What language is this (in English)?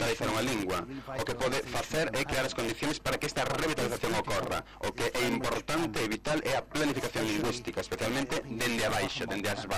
Galician